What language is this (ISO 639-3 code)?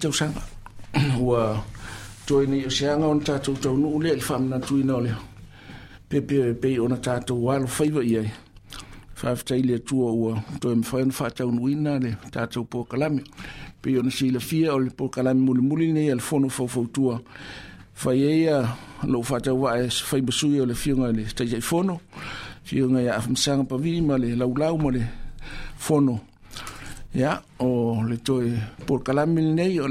smo